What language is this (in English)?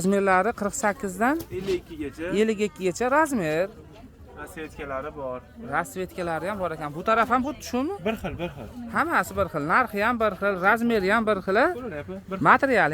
Uzbek